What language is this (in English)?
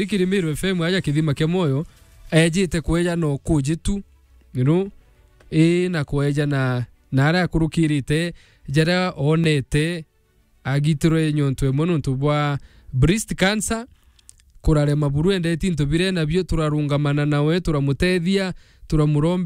Meru